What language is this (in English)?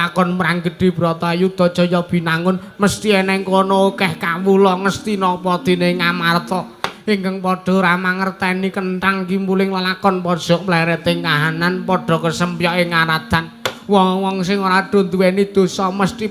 Javanese